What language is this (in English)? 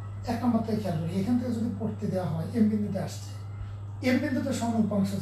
Bangla